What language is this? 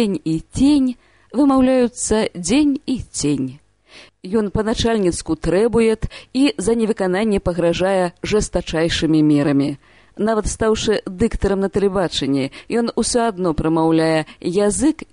Belarusian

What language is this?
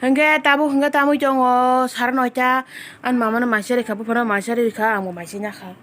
Kok Borok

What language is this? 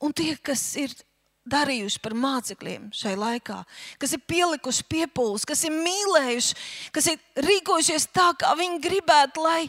Latvian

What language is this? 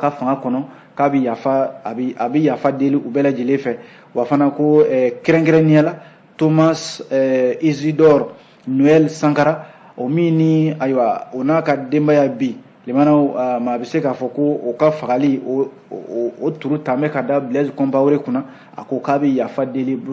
Bambara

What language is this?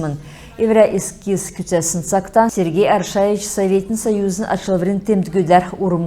Kalmyk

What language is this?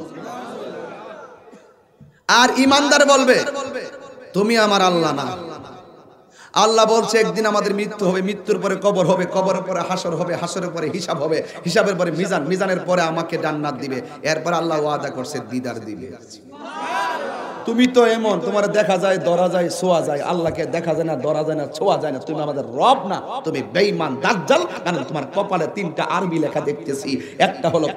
Bangla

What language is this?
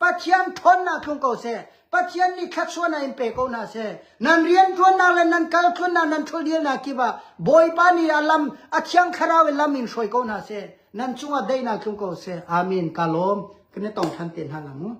Hakha Chin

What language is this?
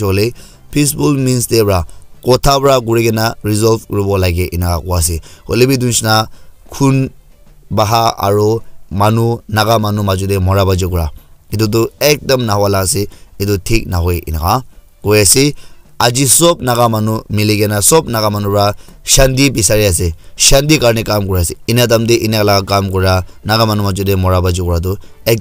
Naga Pidgin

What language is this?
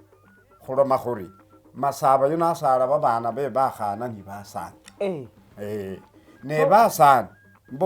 Masaaba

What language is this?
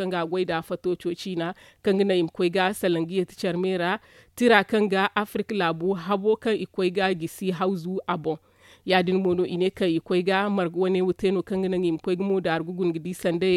Zarma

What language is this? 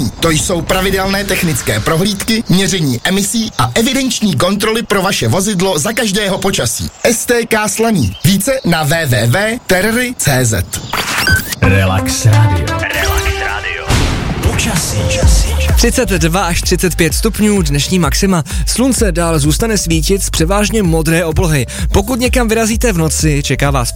Czech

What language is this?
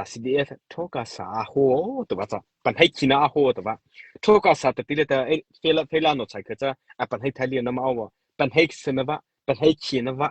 Mara Chin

